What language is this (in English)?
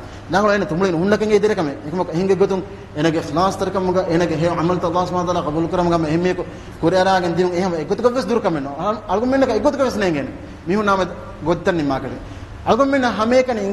Divehi